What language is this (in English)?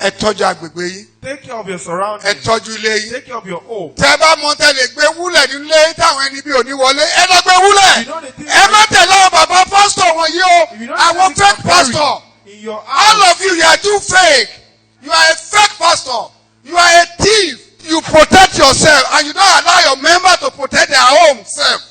Yoruba